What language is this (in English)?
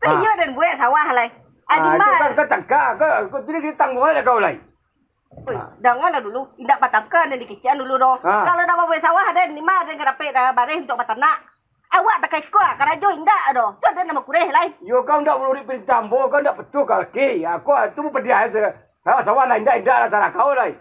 Minangkabau